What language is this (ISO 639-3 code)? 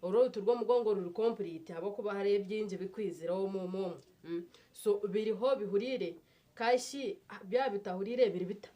nyn